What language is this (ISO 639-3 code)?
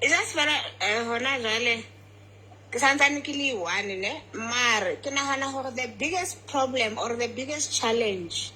sot